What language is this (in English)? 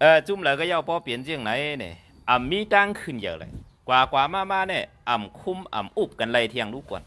Shan